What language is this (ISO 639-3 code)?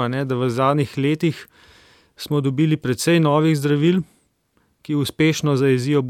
slv